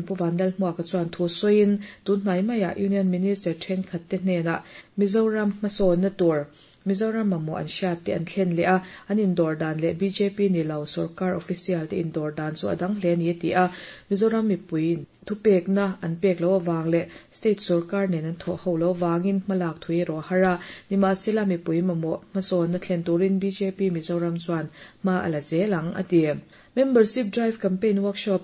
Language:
Mizo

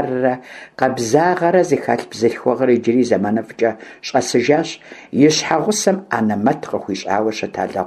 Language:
Kabardian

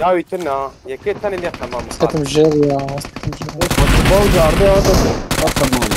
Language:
Kurdish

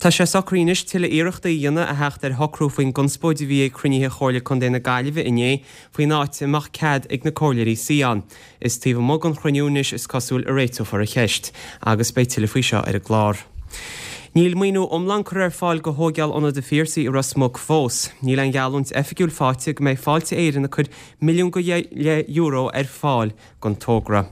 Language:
Irish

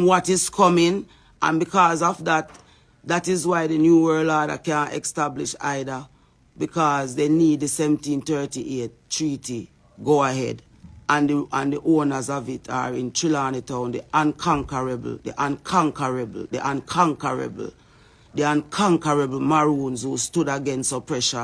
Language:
Jamaican Creole English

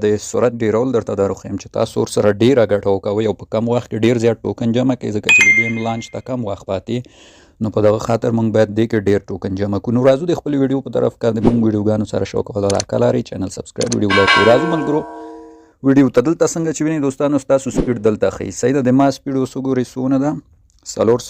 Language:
Pashto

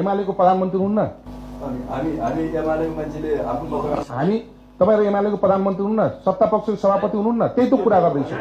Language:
Nepali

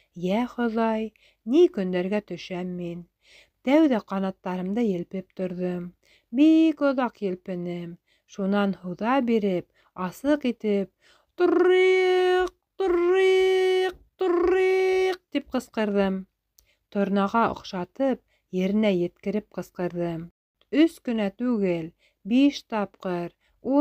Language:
Bashkir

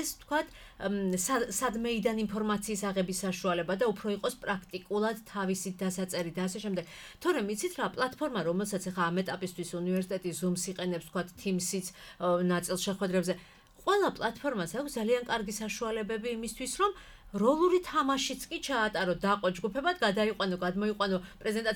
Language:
Georgian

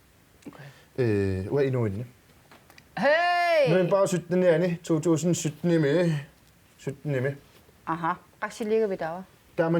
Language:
Kalaallisut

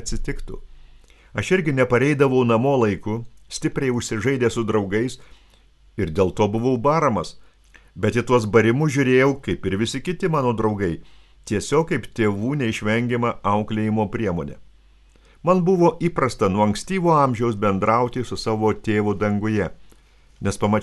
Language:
Lithuanian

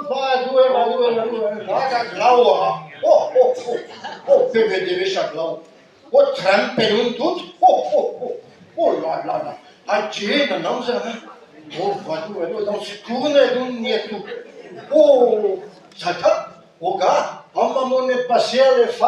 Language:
Breton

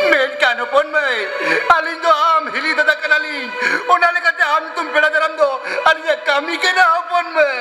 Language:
Santali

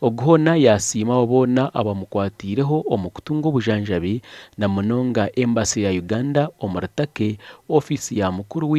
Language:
Nyankole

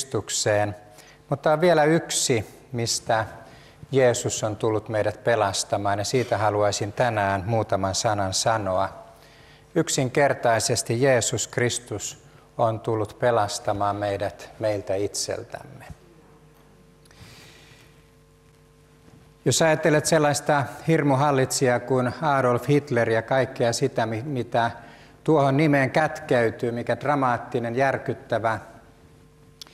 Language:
Finnish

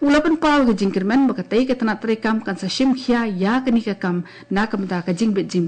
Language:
Khasi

